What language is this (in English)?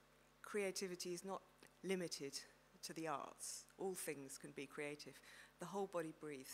English